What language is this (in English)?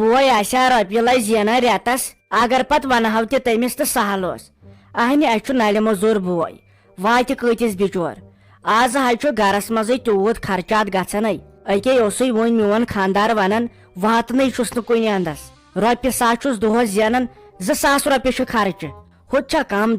Kashmiri